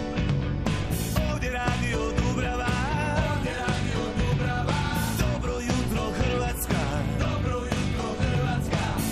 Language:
Croatian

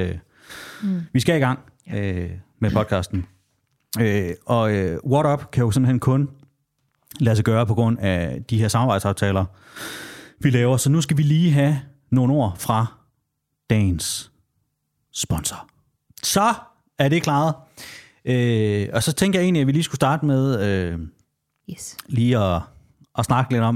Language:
Danish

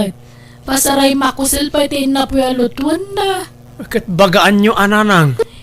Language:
Iloko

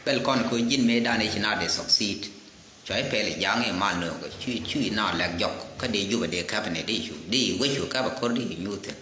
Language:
Nuer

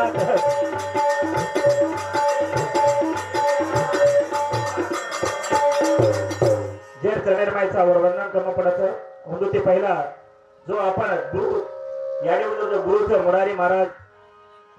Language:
Marathi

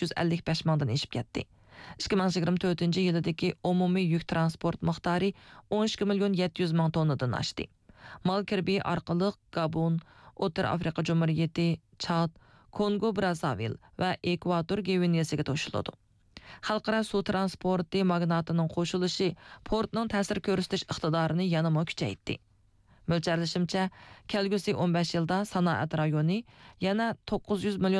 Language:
Uyghur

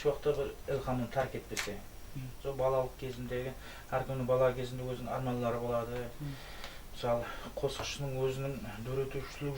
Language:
Kara-Kalpak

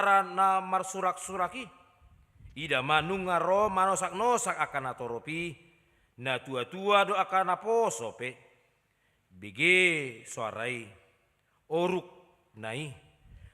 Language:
Batak Toba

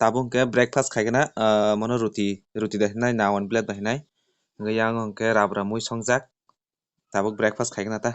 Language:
Kok Borok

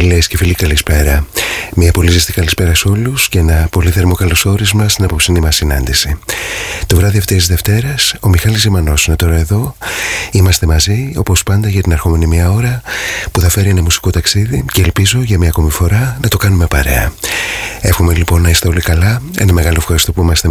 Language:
Greek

